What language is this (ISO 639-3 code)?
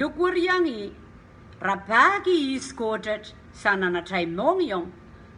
pon